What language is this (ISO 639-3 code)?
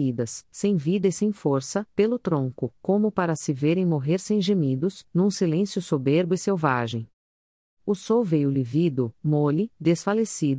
por